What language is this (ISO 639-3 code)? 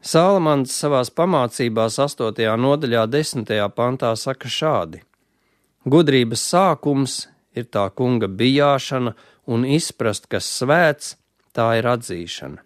lav